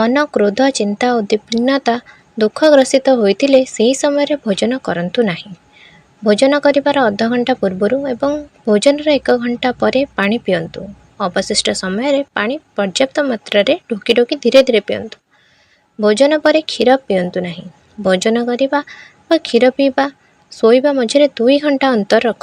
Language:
Odia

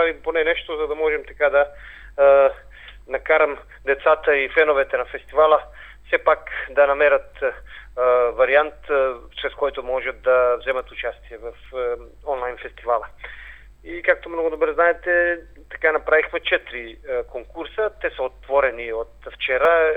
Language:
Bulgarian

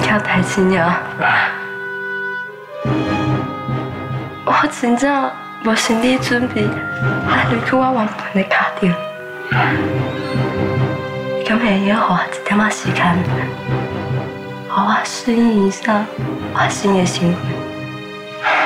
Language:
Min Nan Chinese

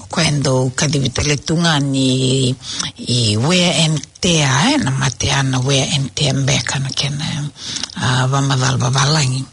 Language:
Fijian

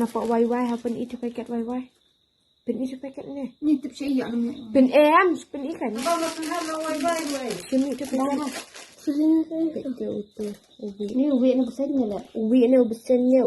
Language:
Khasi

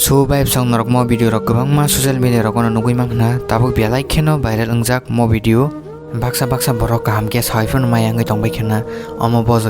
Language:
Kok Borok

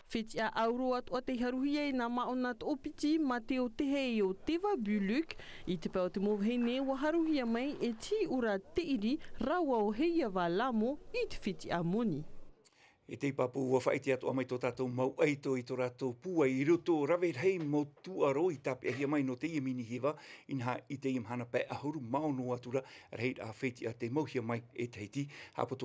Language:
Tahitian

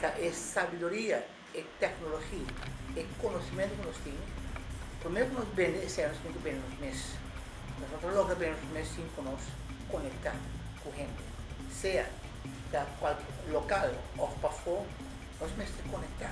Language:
Papiamento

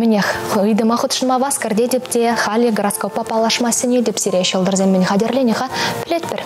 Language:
Chuvash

